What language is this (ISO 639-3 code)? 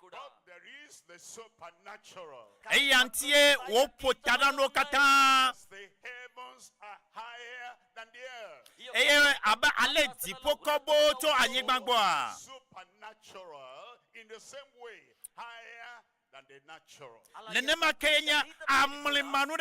ewe